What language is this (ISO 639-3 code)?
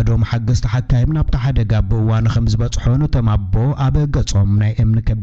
tir